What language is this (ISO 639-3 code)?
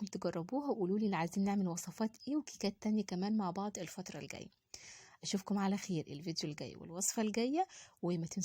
arz